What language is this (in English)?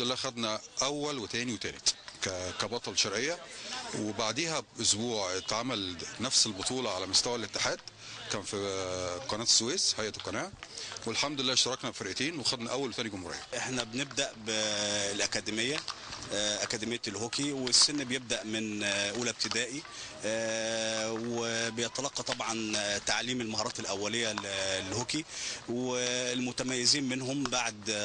Egyptian Arabic